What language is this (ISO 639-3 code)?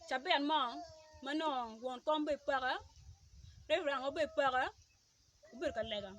ach